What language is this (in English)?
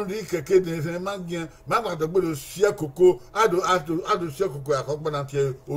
Bini